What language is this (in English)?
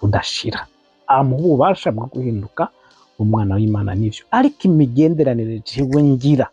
Rundi